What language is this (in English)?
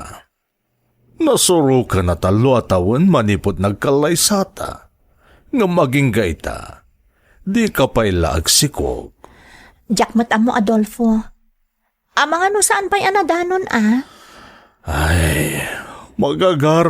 Iloko